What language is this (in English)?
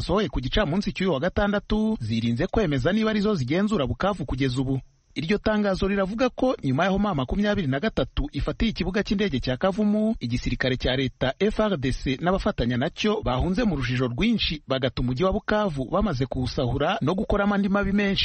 Kinyarwanda